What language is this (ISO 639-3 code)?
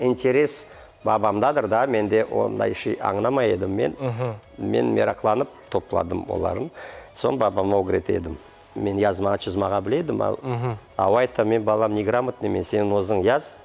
crh